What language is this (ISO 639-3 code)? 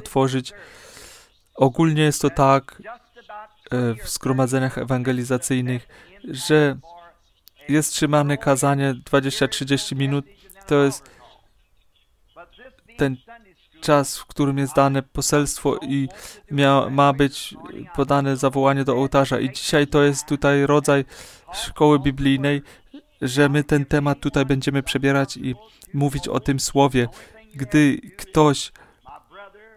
pol